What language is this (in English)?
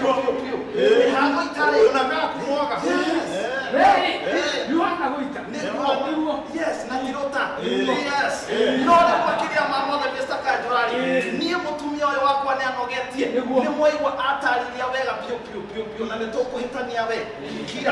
Kikuyu